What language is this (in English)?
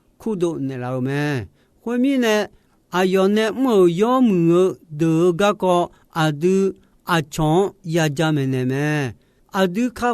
Akha